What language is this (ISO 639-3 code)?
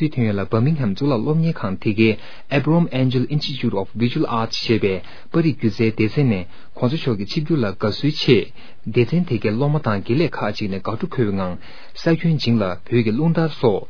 bod